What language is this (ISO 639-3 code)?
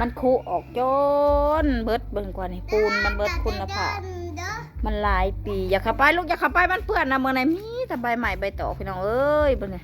tts